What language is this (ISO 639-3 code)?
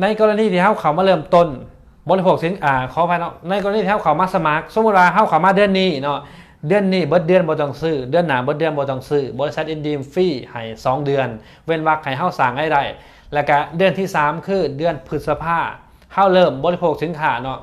lao